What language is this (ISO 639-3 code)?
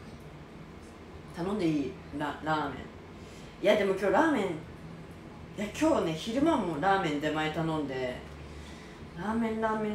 jpn